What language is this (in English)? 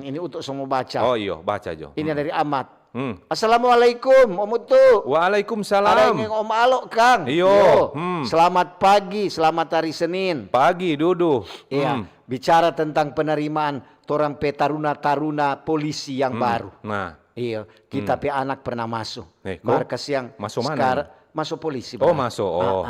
Manado Malay